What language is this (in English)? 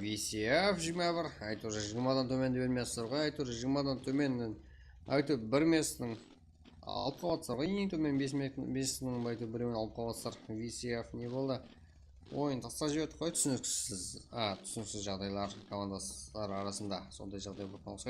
Kara-Kalpak